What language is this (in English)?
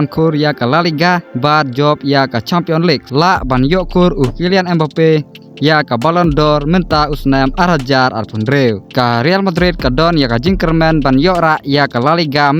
Khasi